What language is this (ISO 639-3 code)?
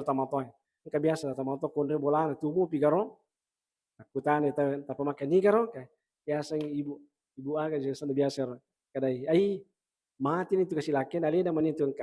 bug